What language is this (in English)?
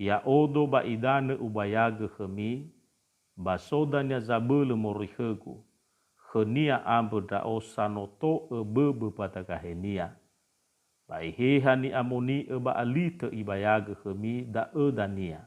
Nias